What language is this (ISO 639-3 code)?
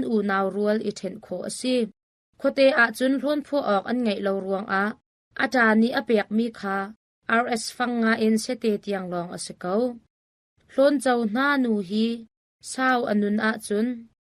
cnh